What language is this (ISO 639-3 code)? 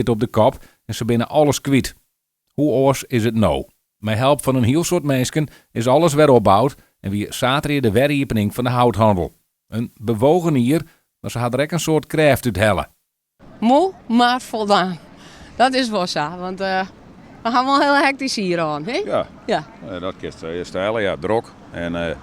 fry